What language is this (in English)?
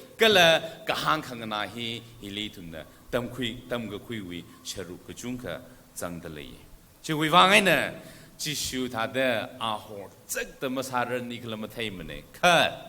Tangkhul Naga (India)